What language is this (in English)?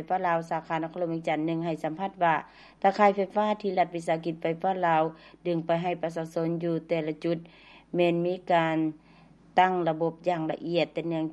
Lao